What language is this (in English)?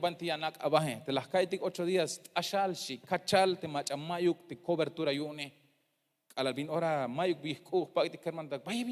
Tzeltal